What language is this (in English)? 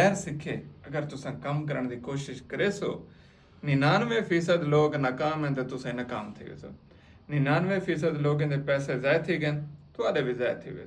Saraiki